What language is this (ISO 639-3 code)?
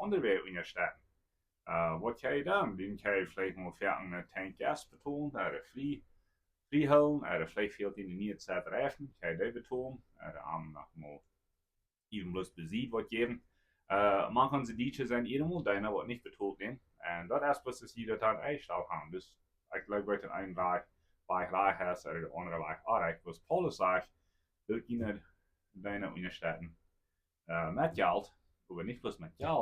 pdt